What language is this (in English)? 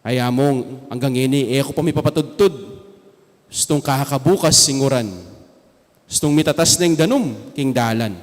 Pampanga